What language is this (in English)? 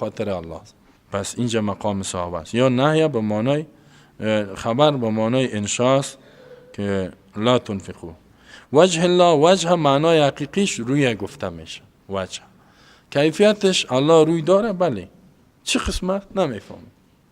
Persian